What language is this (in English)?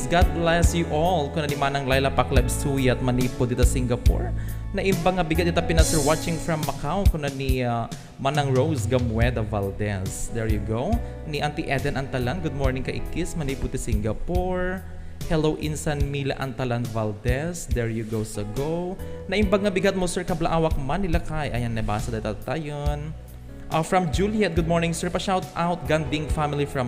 Iloko